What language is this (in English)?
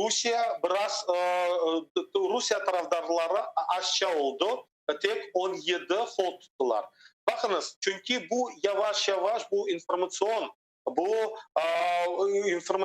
Crimean Tatar